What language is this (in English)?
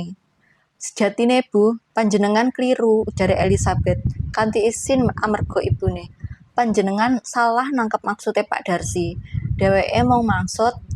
Javanese